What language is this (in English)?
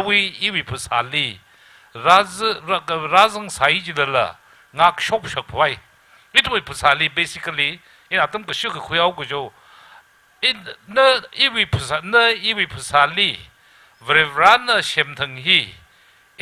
Tangkhul Naga (India)